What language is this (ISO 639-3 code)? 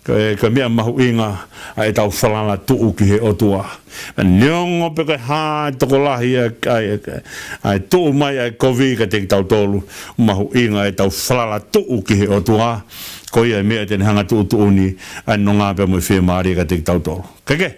ton